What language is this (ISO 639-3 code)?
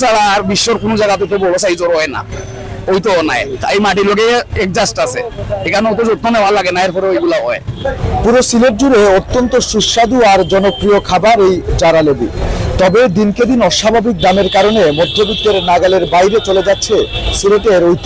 syl